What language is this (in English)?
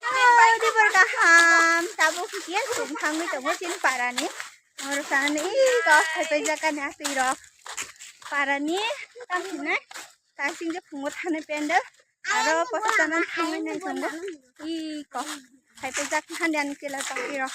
Kok Borok